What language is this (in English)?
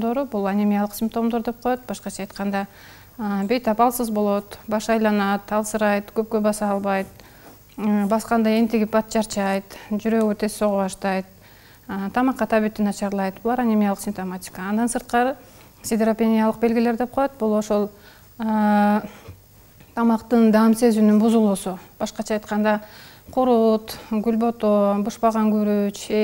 Kyrgyz